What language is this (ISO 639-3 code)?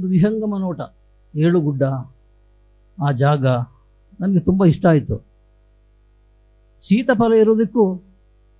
kan